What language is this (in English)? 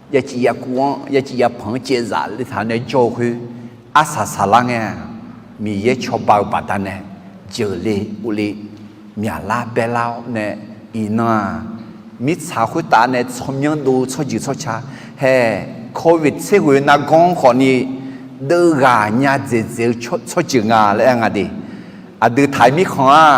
Akha